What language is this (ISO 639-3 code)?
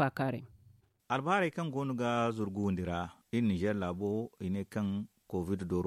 dje